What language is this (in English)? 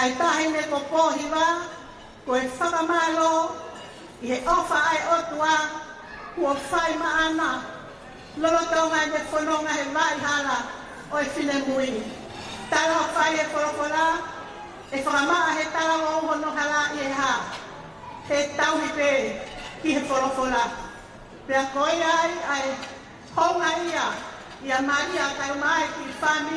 Tongan